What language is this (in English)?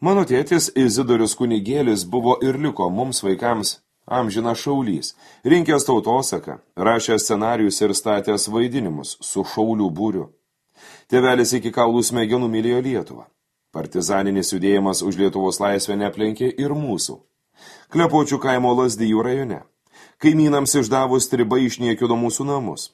Lithuanian